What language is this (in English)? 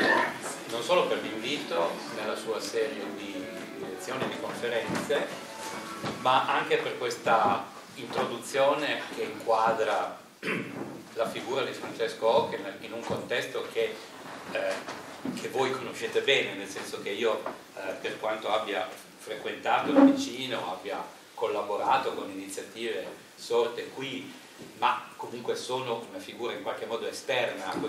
Italian